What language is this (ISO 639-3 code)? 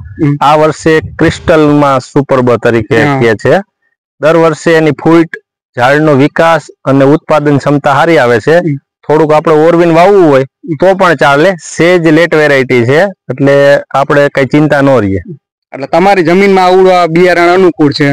guj